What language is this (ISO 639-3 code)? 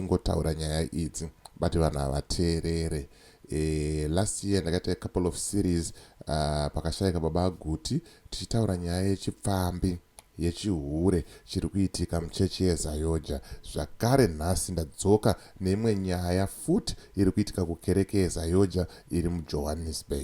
sna